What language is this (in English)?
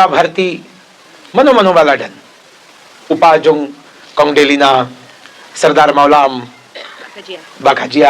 Khasi